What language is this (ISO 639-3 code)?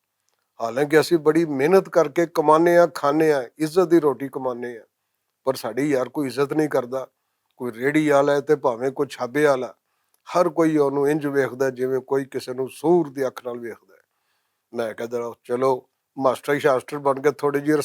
lah